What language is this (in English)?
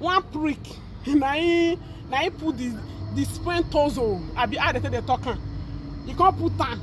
Nigerian Pidgin